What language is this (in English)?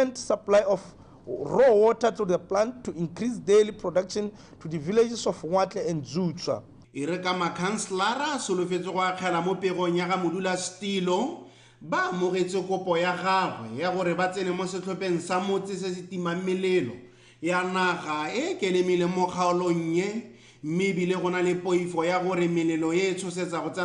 Tswana